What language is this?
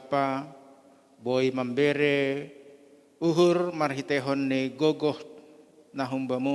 Batak Simalungun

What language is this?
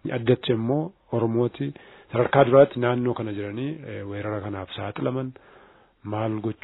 Oromo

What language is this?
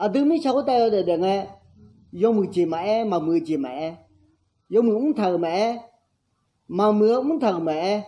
Akha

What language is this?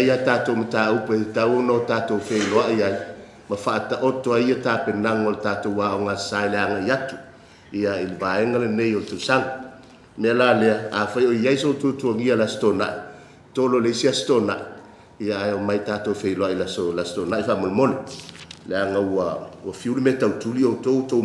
Samoan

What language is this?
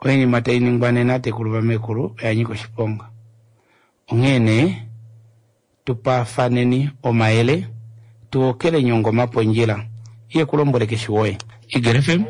Kuanyama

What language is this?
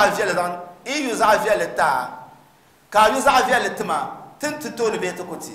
Dagbani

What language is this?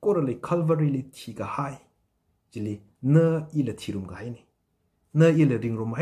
Tangkhul Naga (India)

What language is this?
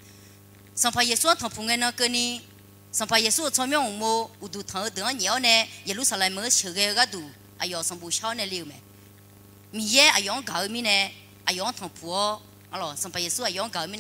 Akha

